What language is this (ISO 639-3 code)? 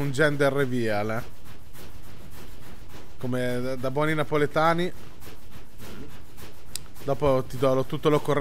ita